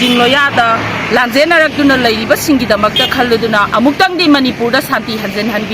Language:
Manipuri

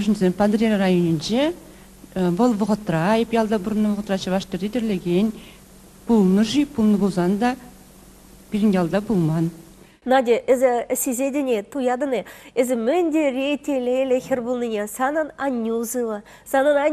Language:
Chuvash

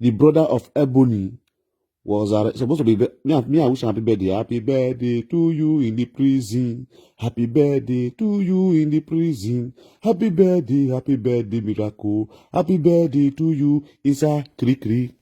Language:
Nigerian Pidgin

